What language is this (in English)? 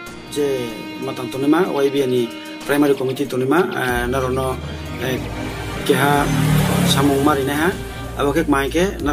Riang (India)